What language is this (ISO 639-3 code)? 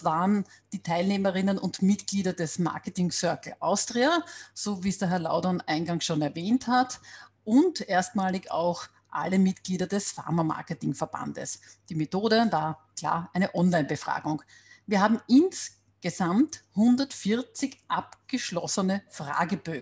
deu